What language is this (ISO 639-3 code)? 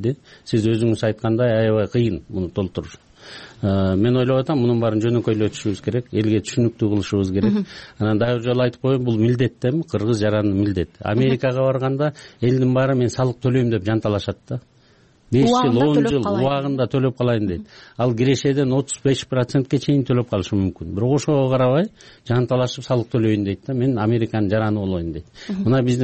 kir